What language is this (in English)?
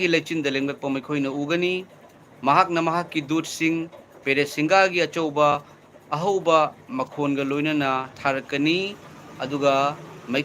Manipuri